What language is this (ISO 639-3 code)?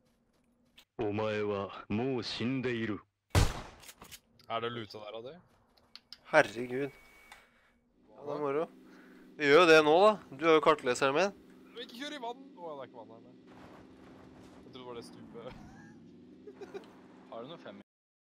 nor